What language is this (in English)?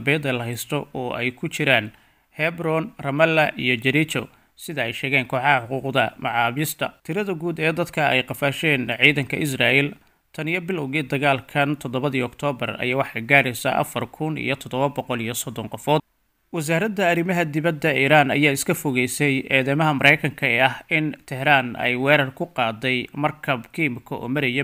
Somali